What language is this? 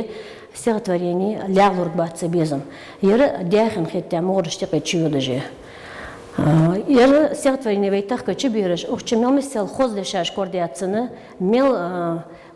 Ingush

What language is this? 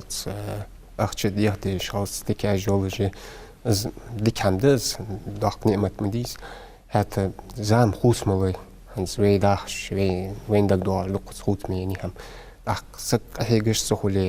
Ingush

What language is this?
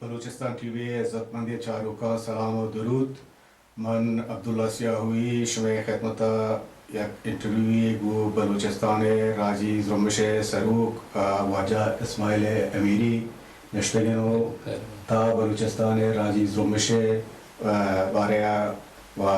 Baluchi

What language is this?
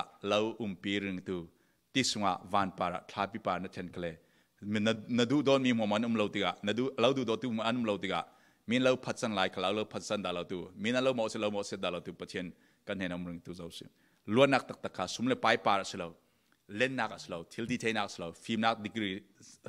Falam Chin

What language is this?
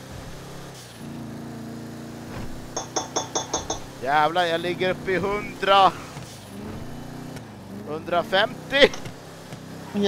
Swedish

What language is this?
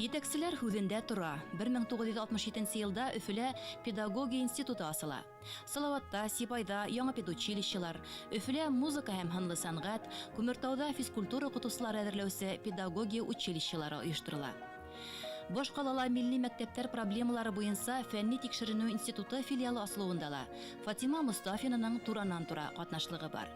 Bashkir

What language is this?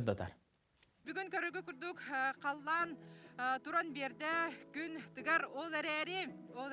Yakut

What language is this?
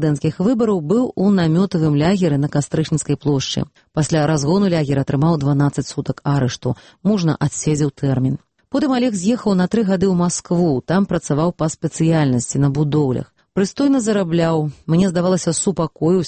Belarusian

